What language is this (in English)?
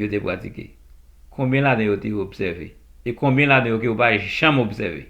Haitian Creole